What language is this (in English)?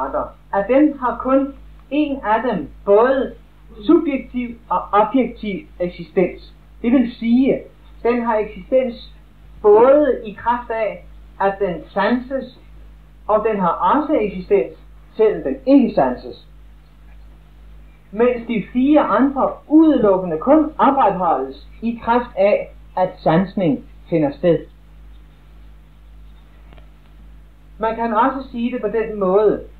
Danish